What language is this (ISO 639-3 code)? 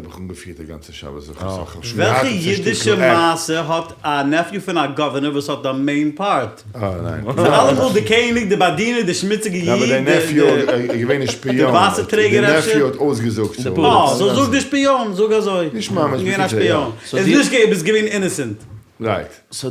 yid